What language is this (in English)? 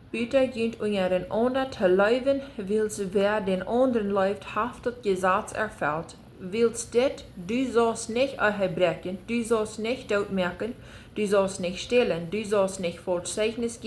Plautdietsch